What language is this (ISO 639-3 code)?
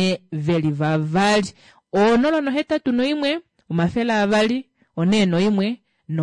kua